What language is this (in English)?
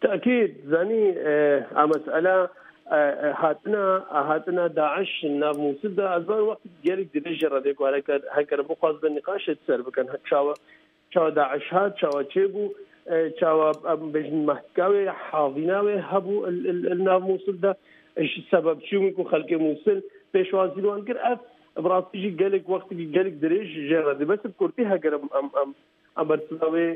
Kurdish